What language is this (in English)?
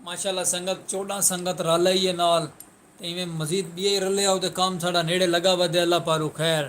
Saraiki